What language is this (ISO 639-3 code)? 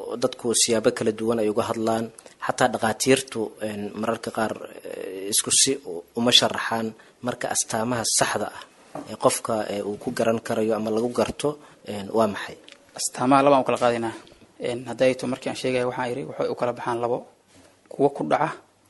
som